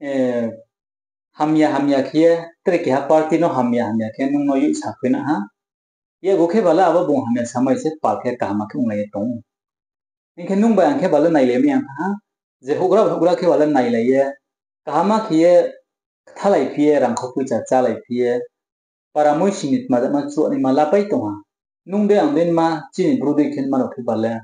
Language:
Riang (India)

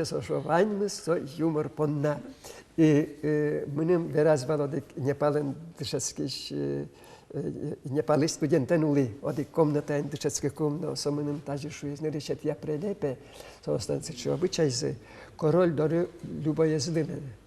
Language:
Udmurt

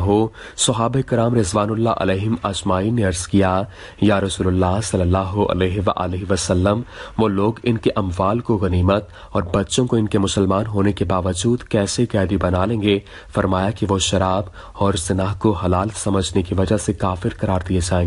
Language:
Urdu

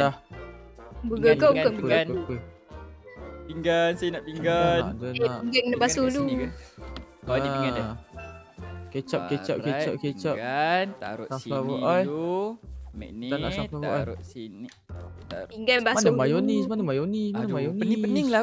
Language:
Malay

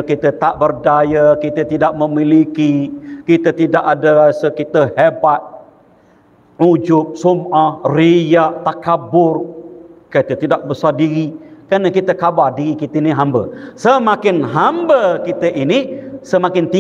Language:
Malay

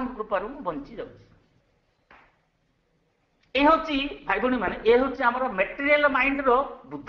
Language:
Odia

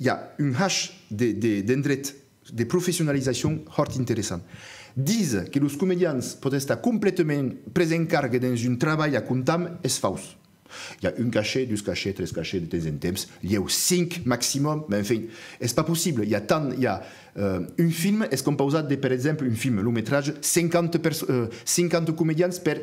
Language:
Occitan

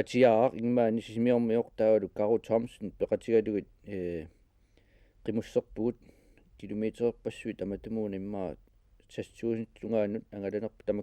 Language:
Kalaallisut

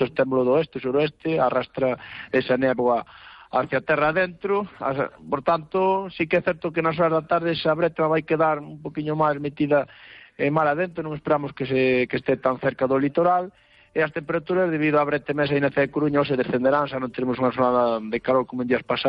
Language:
Galician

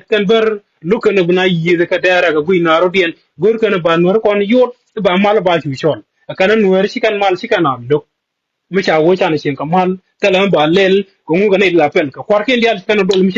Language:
Nuer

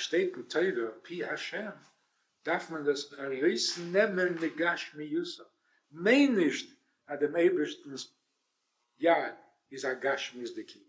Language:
Yiddish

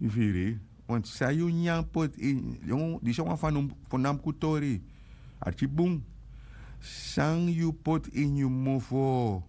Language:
Sranan Tongo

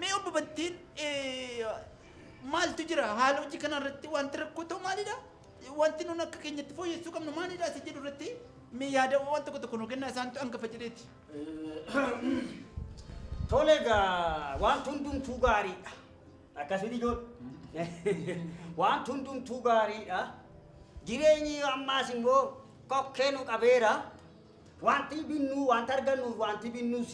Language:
Oromo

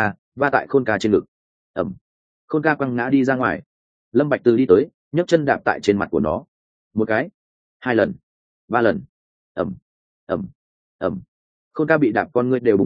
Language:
Vietnamese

